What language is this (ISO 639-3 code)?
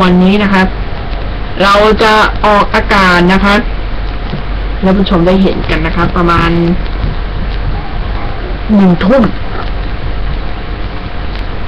tha